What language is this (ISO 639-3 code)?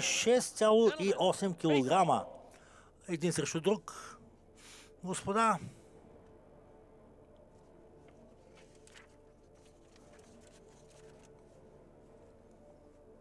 bul